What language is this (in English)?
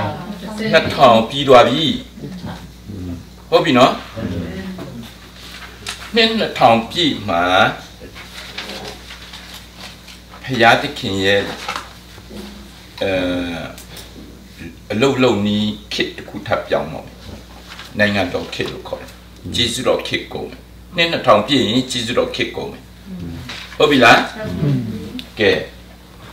Burmese